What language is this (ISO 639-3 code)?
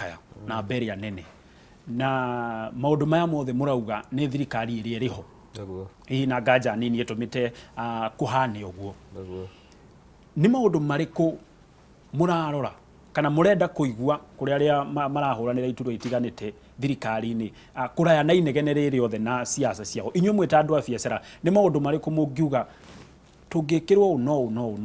kik